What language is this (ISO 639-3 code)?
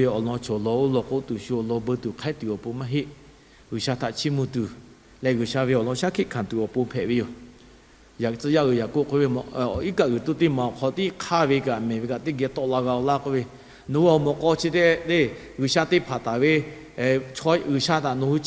lhu